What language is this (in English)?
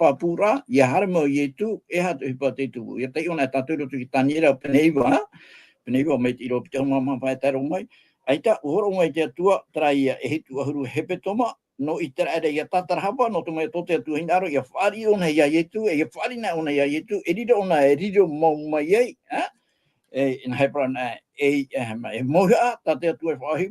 Tahitian